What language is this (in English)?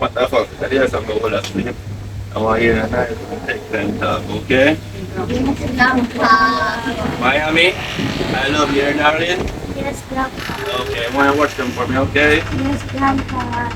Jamaican Creole English